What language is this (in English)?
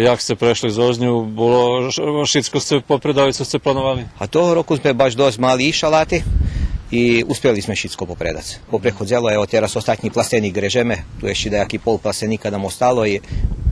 Rusyn